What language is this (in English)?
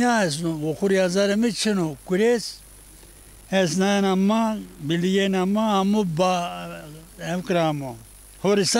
Zaza